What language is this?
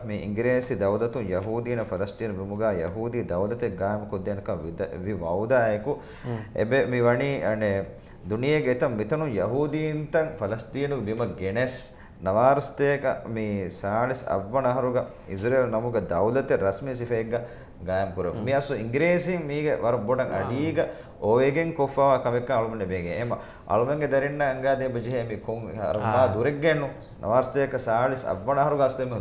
Divehi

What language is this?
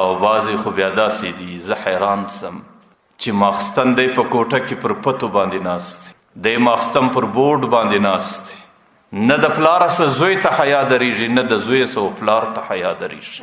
Pashto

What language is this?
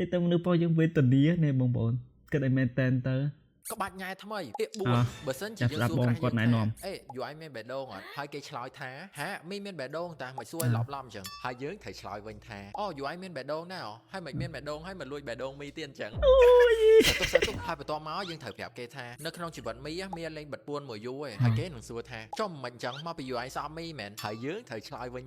Khmer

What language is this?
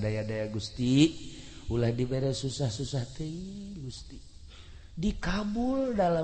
Sundanese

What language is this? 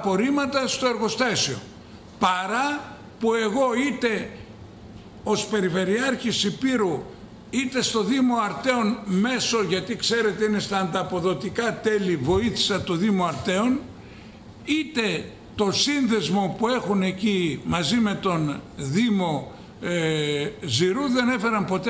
Greek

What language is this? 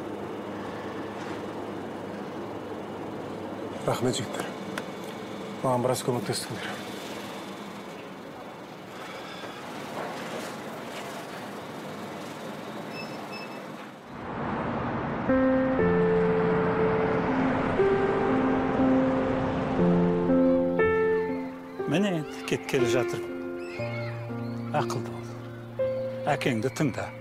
Kazakh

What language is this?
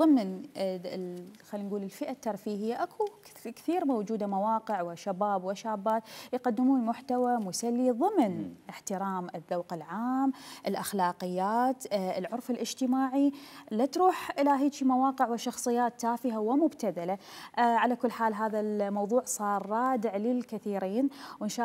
Mesopotamian Arabic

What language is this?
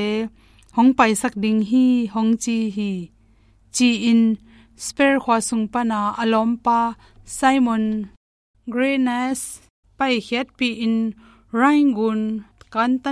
Tedim Chin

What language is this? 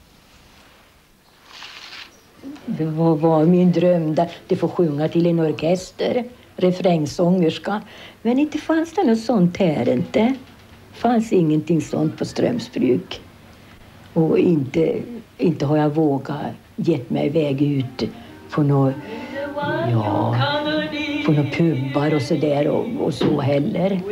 Swedish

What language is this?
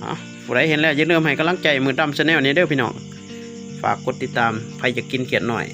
Northeastern Thai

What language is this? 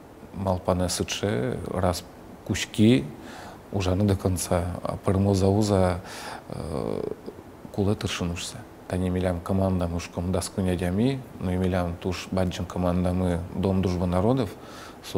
Udmurt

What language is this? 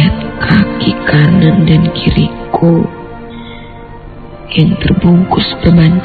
Indonesian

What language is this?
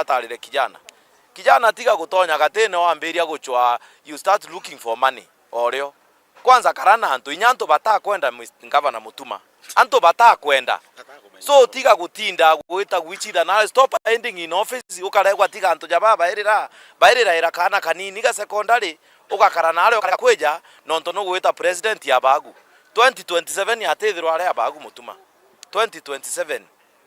Meru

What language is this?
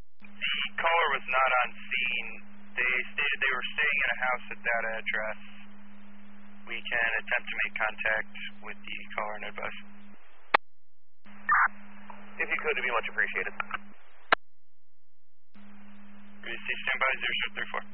English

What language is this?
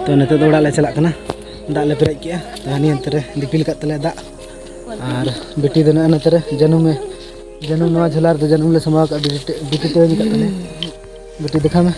Santali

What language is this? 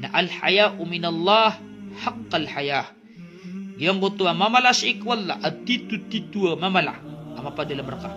Maranao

